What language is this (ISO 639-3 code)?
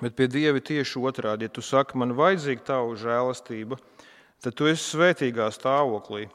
lav